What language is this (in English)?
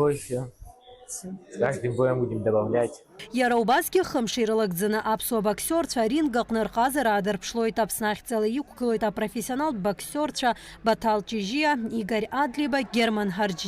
Abkhazian